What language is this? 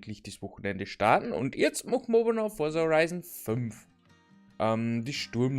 Bavarian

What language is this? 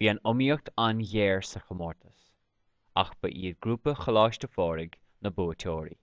Irish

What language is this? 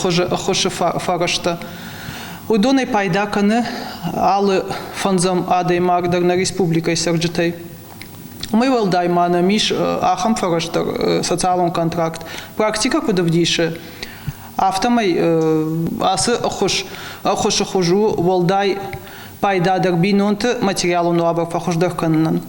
Ossetic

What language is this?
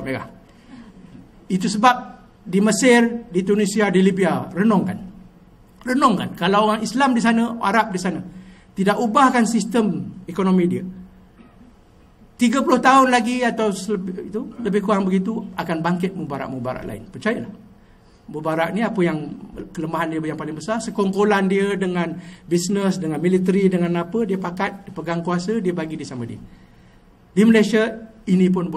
Malay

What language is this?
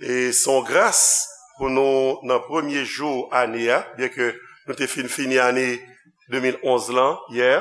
Haitian Creole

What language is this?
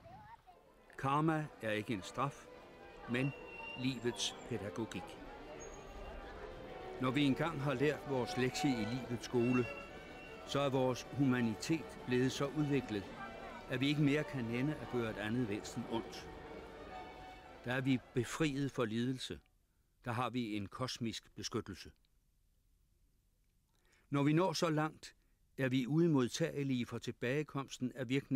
Danish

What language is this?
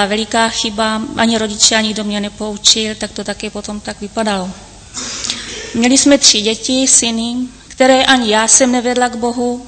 Czech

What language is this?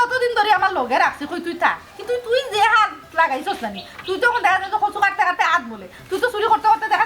Sylheti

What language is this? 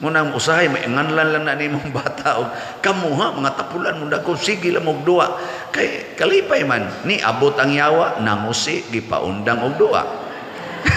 Cebuano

